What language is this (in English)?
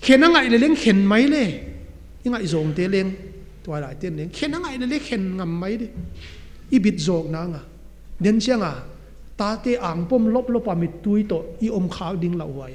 Paite Chin